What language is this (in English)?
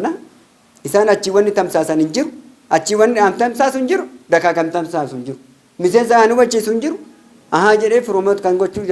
Oromo